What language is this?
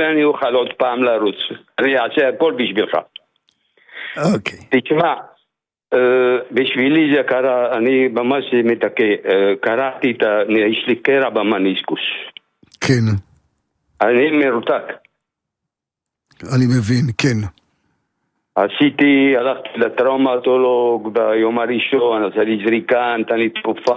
Hebrew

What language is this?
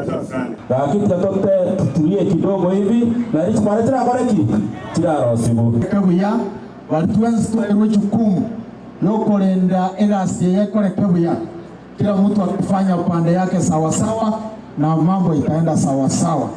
Gusii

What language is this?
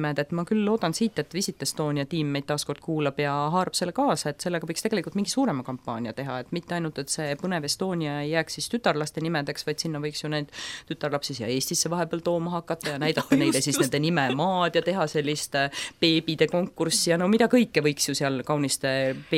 Estonian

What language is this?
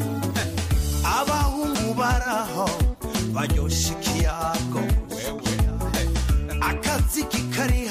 Kinyarwanda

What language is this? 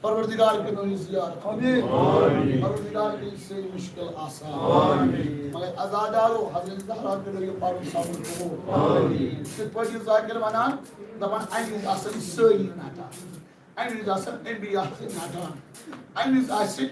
Kashmiri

